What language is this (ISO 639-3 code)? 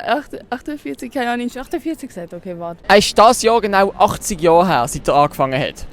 gsw